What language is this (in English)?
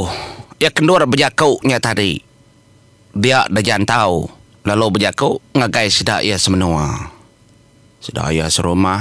Iban